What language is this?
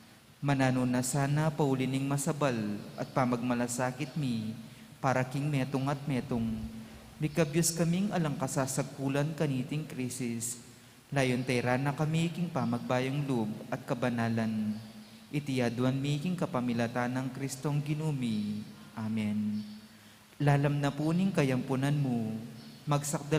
Pampanga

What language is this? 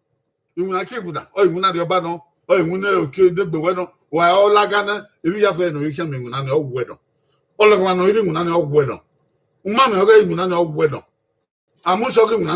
Bini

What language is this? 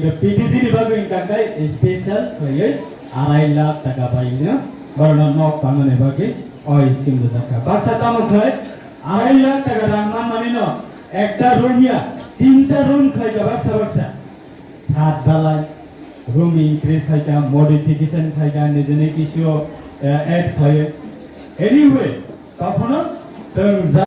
Riang (India)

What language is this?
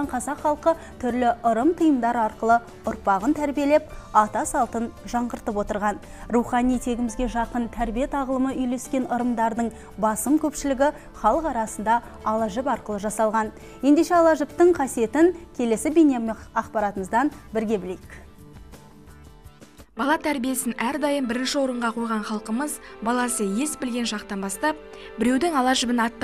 Kazakh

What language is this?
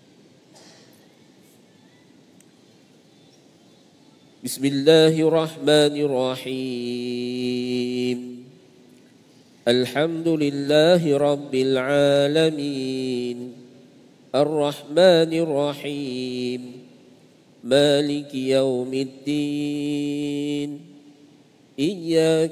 Malay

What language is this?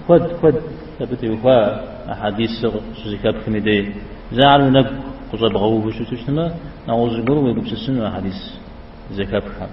Kabardian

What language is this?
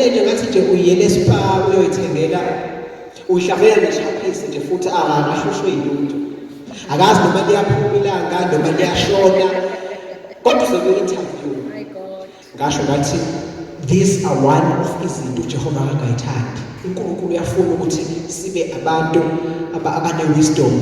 Zulu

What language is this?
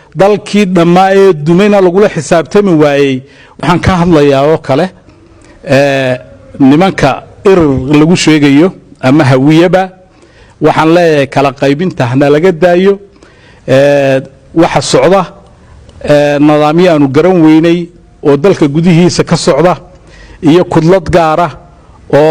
Somali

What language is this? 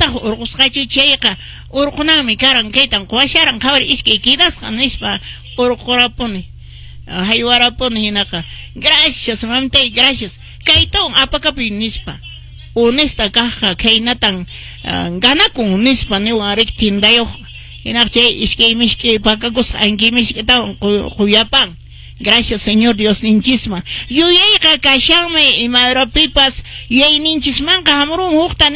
Quechua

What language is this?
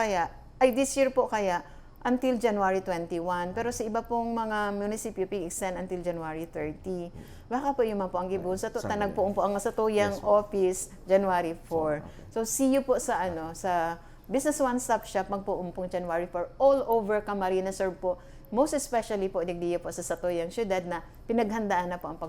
Bikol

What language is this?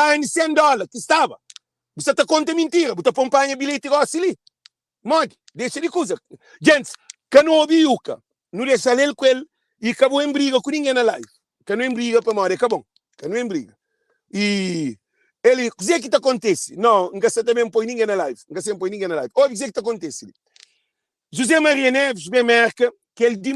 Kabuverdianu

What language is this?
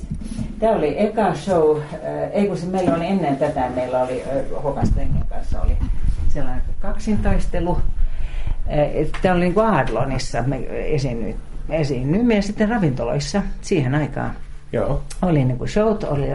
Finnish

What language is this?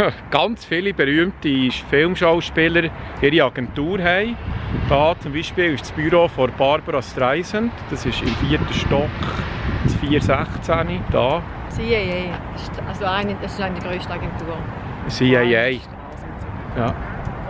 Swiss German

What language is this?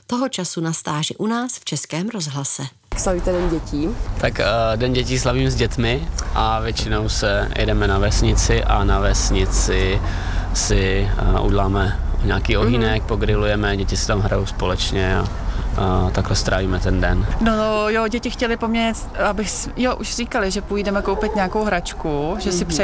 Czech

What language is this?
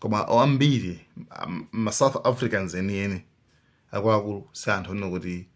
Nyanja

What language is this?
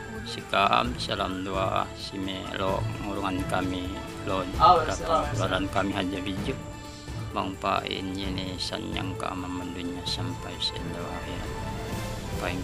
Yakan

